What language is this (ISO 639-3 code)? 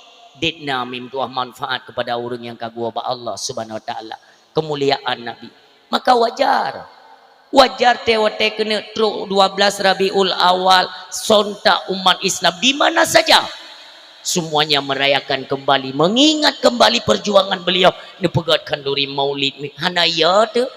ace